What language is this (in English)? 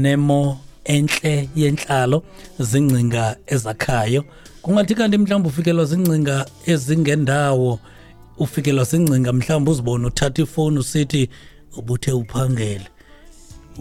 Xhosa